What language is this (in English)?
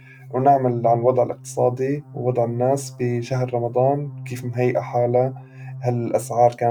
North Levantine Arabic